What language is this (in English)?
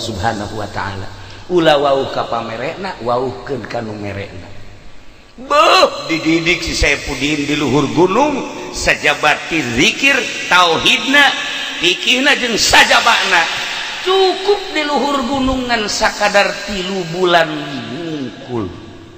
Sundanese